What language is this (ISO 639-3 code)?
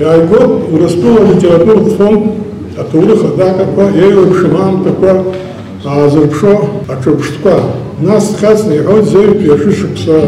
abk